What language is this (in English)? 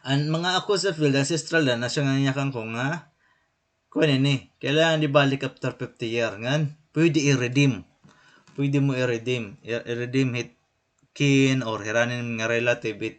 Waray